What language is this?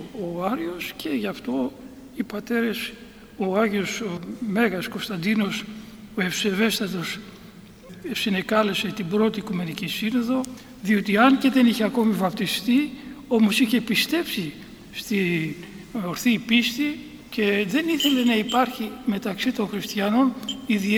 Greek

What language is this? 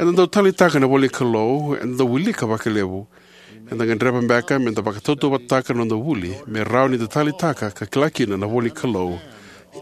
Fijian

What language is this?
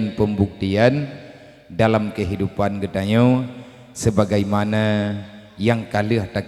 Achinese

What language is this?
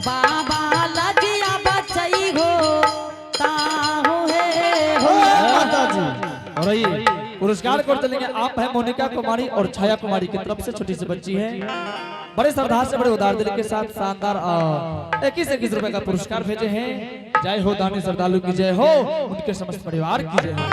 Angika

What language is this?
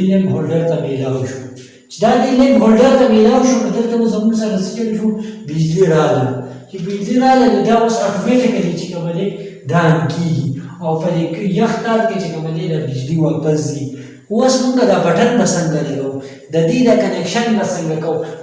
Pashto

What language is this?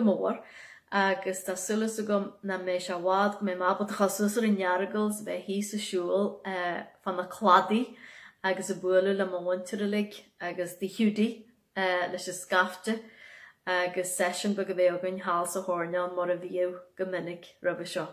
Irish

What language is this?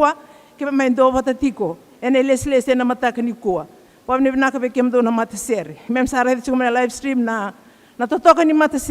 Fijian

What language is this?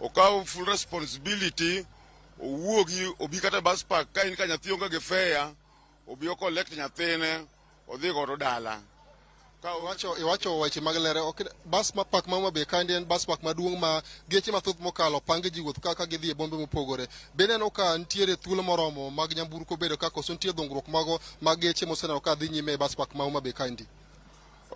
Luo (Kenya and Tanzania)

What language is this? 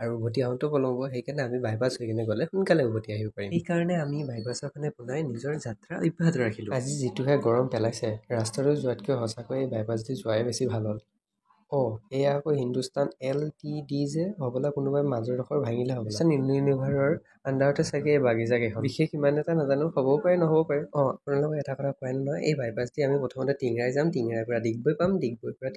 Assamese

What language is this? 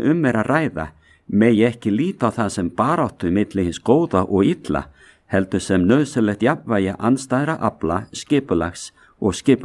Icelandic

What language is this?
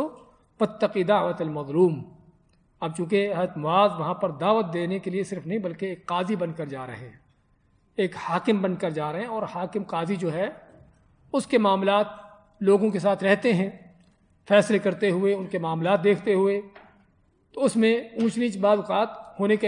Urdu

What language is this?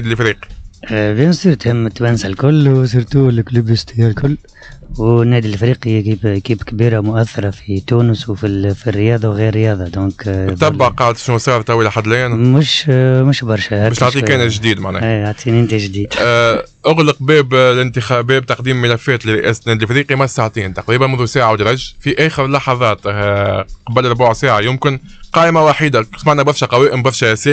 Tunisian Arabic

